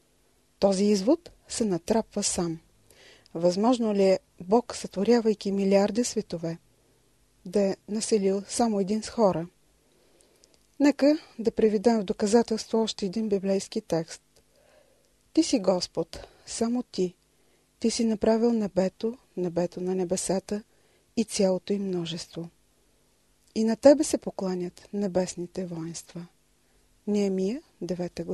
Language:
Bulgarian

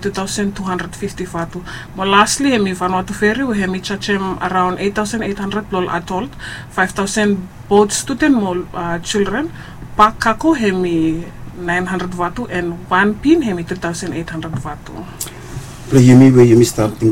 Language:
Bislama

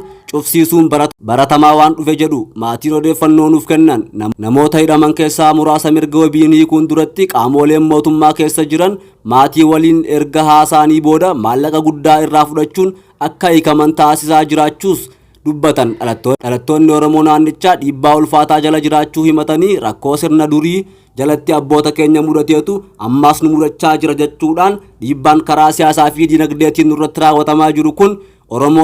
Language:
Oromo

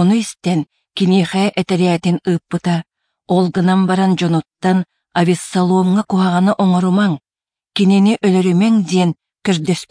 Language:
Yakut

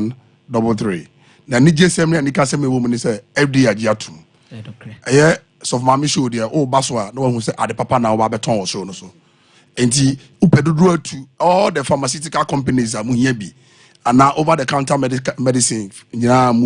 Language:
Akan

